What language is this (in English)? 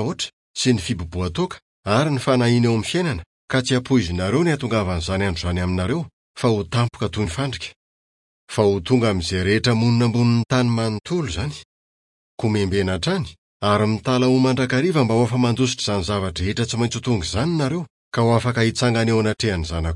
Malagasy